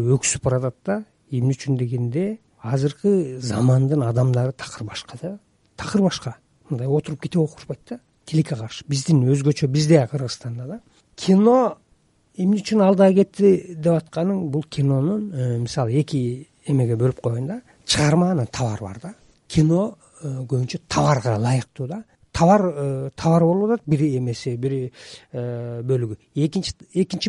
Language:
Kyrgyz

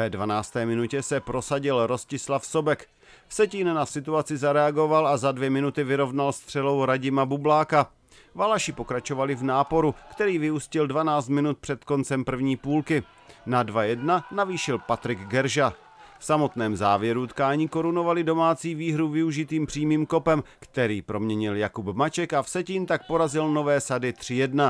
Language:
Czech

